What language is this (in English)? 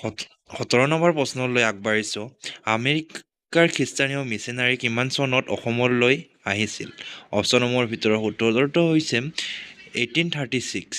Assamese